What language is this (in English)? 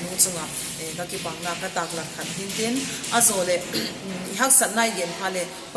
Vaiphei